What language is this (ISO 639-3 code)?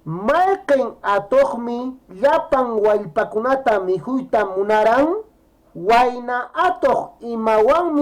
que